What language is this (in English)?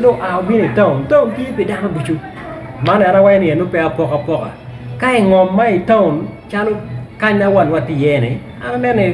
Acoli